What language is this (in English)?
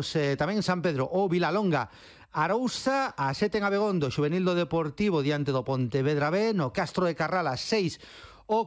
Galician